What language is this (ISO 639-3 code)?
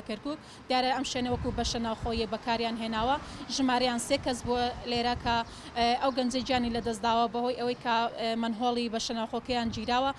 ckb